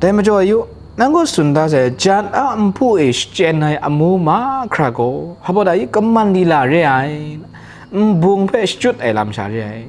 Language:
Kachin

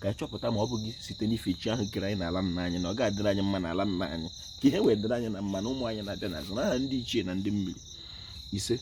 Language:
Igbo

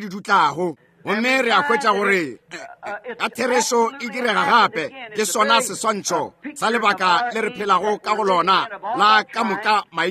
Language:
Northern Sotho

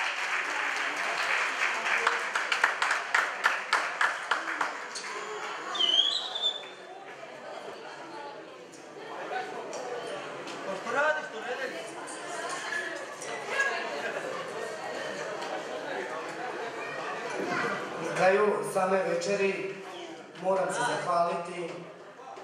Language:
Croatian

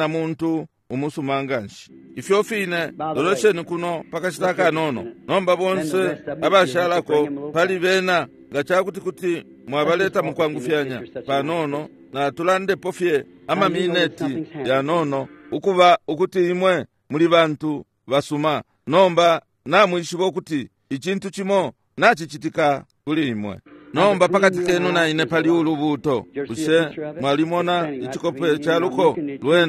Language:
Bemba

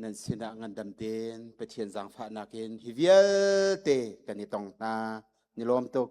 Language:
Hakha Chin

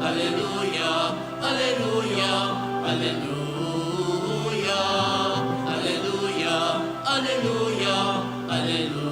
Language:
Bikol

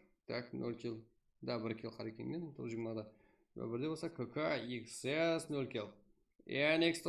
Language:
Kara-Kalpak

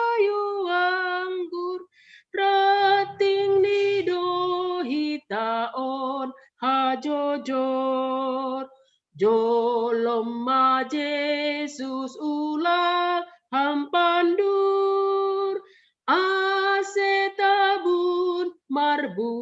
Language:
Batak Simalungun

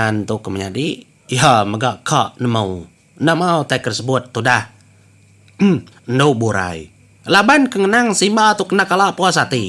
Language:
Iban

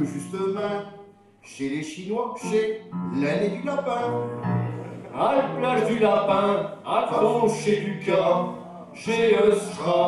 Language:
Picard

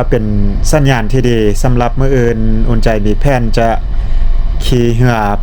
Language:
Lao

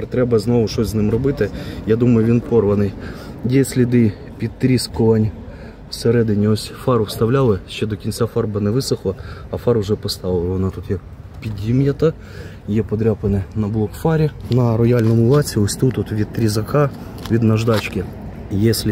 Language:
Ukrainian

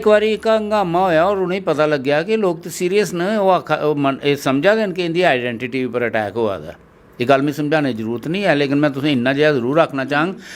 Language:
Dogri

